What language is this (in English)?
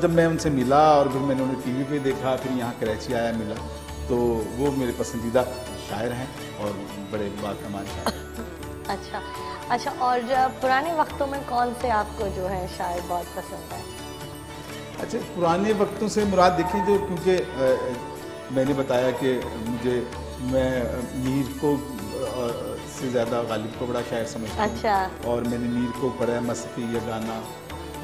Urdu